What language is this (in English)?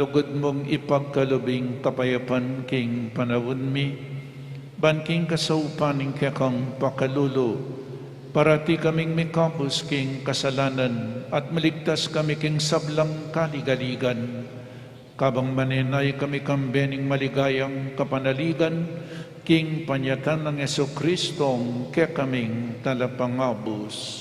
Pampanga